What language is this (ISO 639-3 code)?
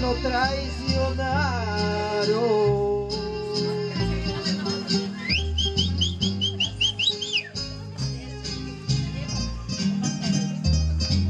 spa